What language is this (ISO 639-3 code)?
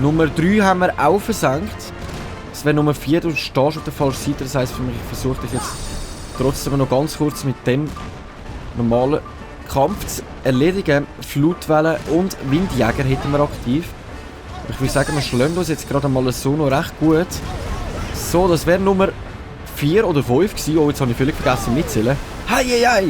gsw